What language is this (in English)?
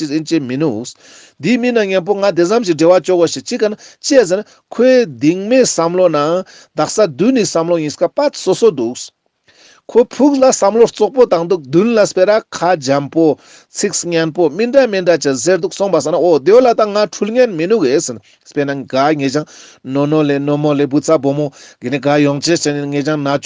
Ladakhi